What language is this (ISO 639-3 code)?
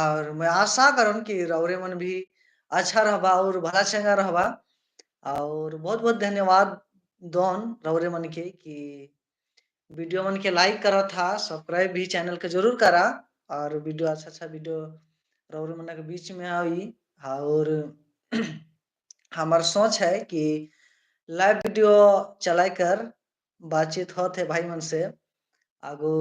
sck